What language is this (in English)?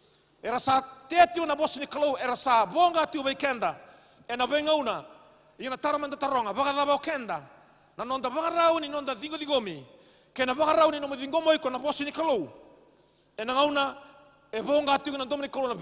Fijian